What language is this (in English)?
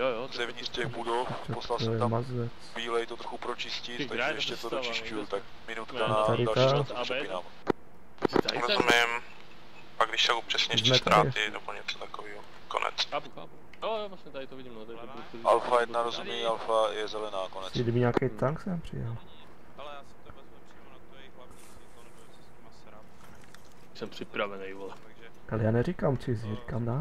Czech